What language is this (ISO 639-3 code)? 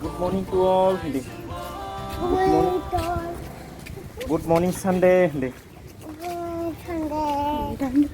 trp